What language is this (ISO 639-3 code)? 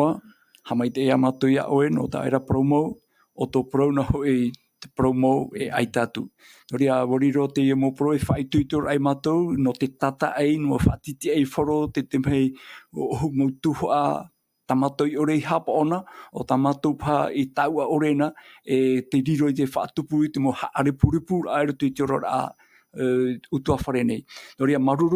tah